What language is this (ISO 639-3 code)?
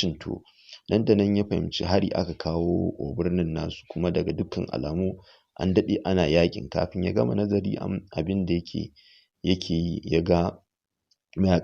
hau